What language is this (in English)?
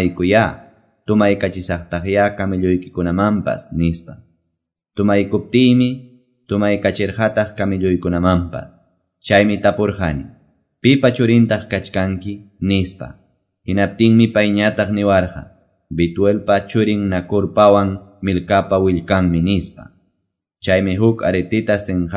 Quechua